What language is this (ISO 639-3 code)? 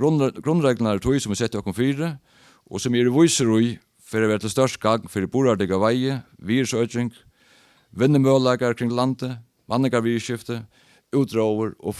fao